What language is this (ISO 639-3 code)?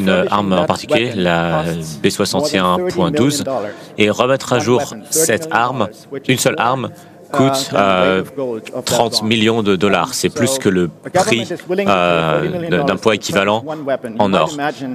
fra